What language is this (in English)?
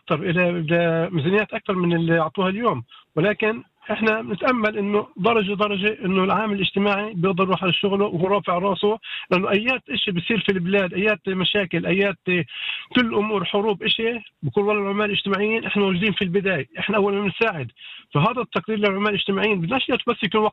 North Levantine Arabic